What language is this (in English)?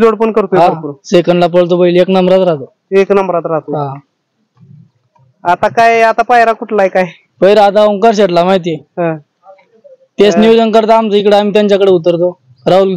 Marathi